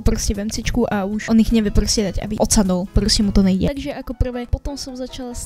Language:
Slovak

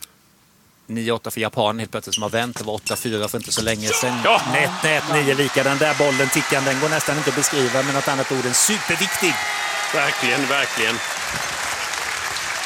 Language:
Swedish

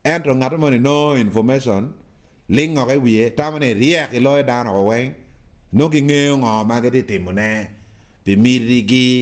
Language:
Acoli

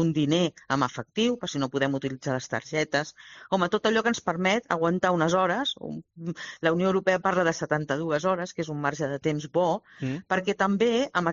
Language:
Catalan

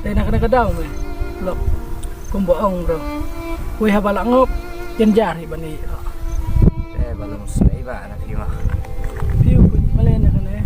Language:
Khasi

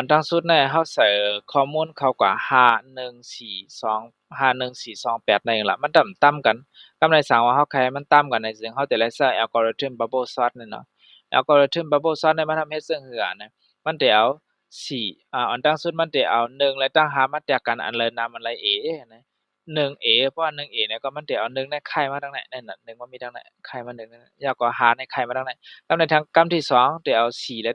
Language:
Shan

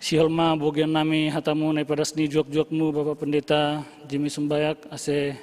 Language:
Batak Simalungun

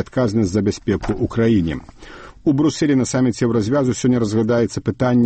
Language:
Belarusian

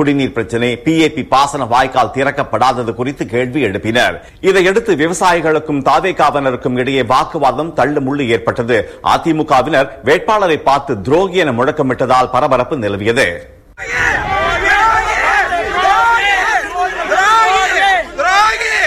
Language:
Tamil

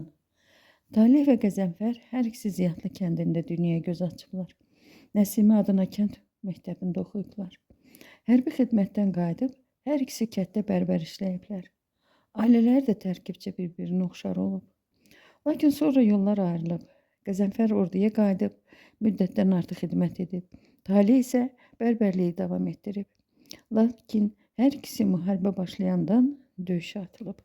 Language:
Azerbaijani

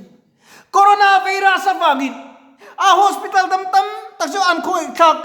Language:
Mizo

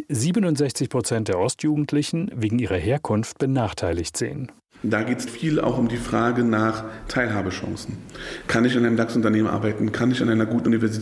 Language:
German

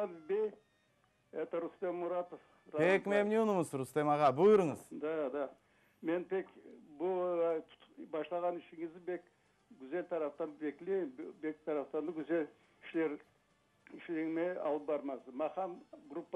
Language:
Crimean Tatar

